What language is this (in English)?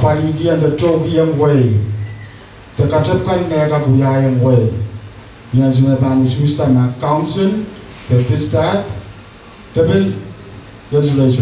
Pohnpeian